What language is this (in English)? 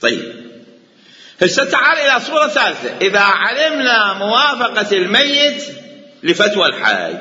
Mesopotamian Arabic